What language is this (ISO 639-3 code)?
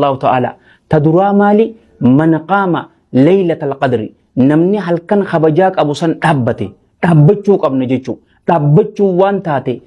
orm